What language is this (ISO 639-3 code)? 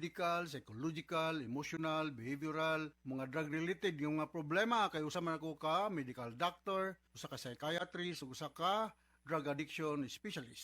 ceb